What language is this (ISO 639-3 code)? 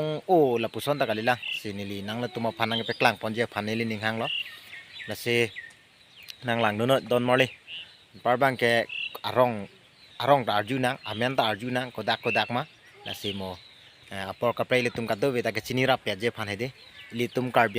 mjw